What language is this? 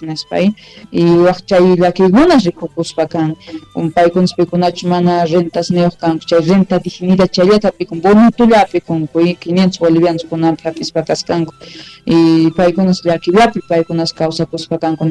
Quechua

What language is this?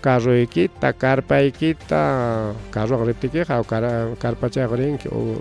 Ayacucho Quechua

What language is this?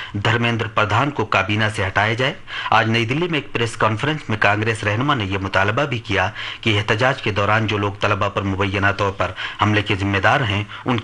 Urdu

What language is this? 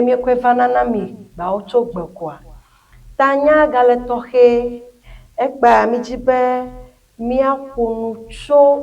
Ewe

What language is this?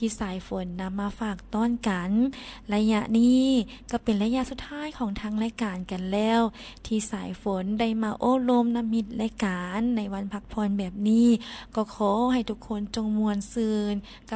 Lao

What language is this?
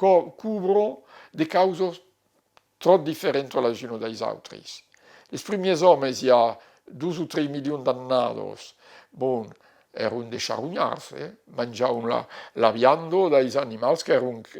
Occitan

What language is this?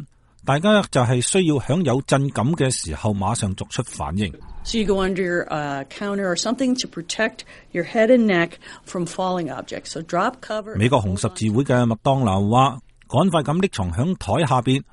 Cantonese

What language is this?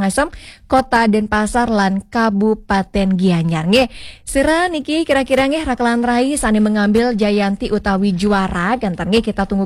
Balinese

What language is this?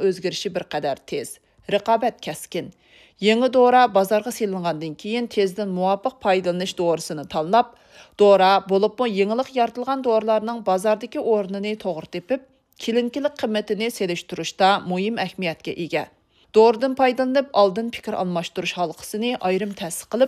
Uyghur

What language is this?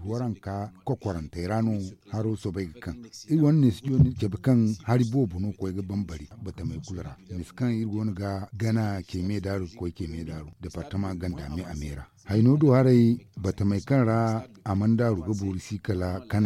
Zarma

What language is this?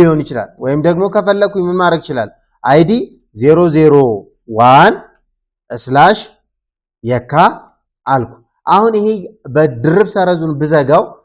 Amharic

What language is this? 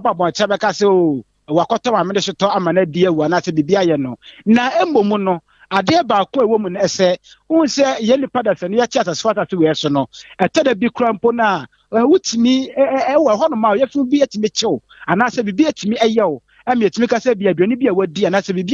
Akan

